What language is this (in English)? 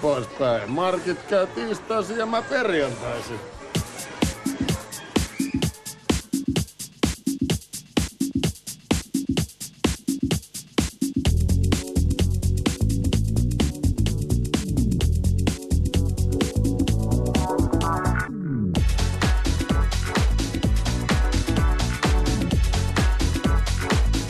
Finnish